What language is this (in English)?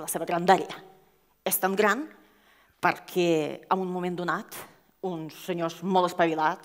Catalan